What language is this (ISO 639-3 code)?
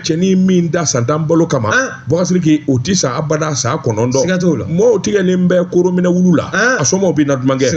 bam